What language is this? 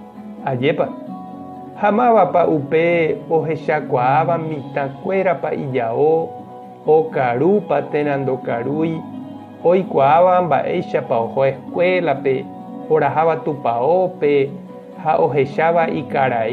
Guarani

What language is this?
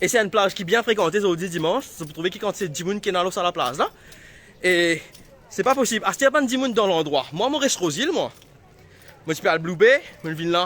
Morisyen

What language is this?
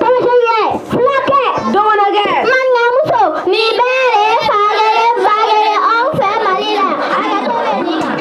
Bambara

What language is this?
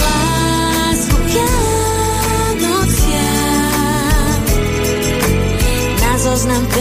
Slovak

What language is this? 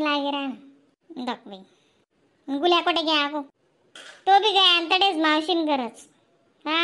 Khandesi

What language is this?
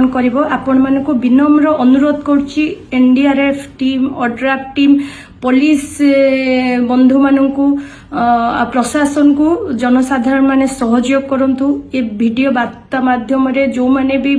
Odia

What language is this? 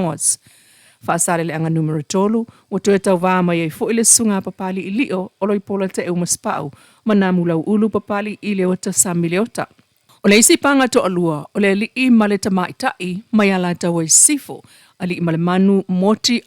Samoan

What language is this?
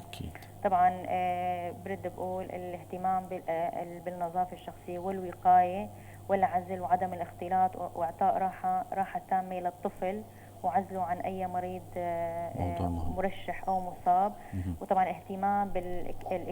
North Levantine Arabic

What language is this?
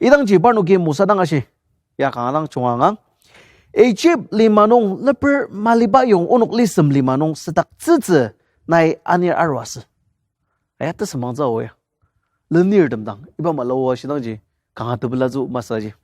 Ao Naga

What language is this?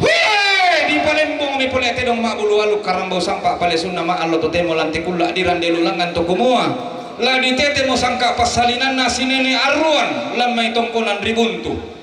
Toraja-Sa'dan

